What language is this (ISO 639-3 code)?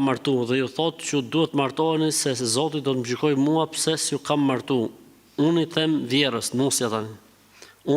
sqi